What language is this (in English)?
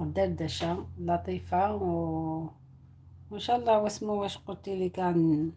Algerian Arabic